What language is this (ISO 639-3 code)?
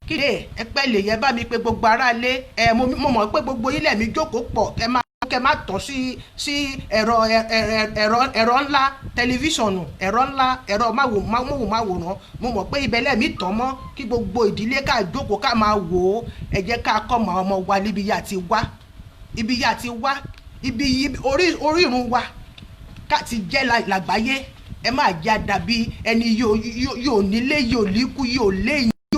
yor